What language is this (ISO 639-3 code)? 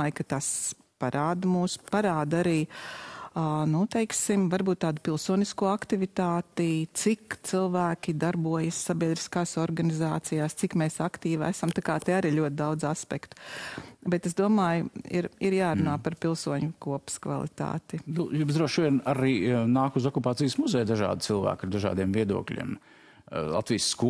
lav